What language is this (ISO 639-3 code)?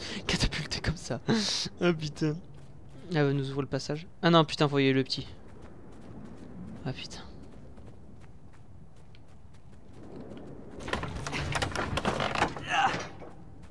fra